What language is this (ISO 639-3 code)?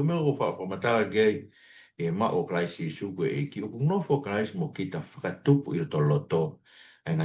ton